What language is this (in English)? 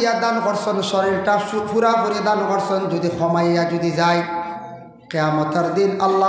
Sylheti